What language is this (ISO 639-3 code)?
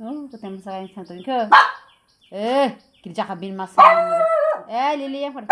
trp